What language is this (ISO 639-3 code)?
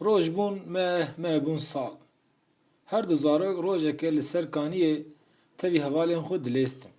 kur